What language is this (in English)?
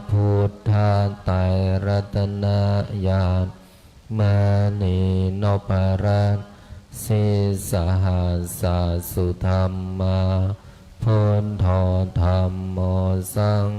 Pali